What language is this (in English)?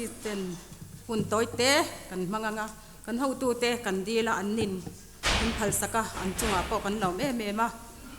Mizo